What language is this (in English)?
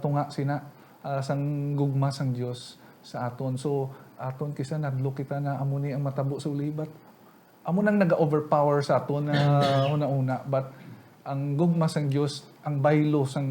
Hiligaynon